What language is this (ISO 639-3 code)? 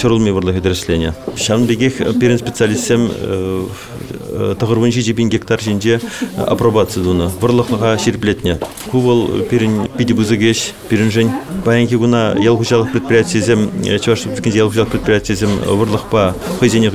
chv